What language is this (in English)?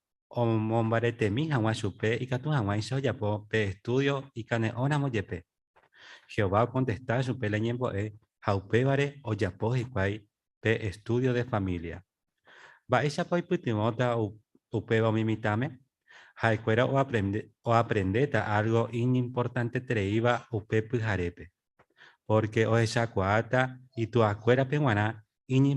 Guarani